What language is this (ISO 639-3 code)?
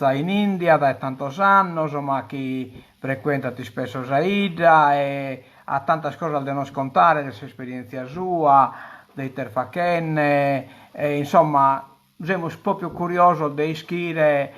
srd